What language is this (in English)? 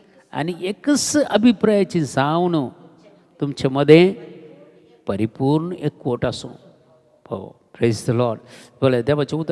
Konkani